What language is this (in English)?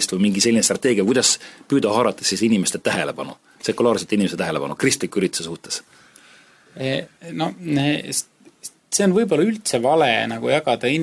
Estonian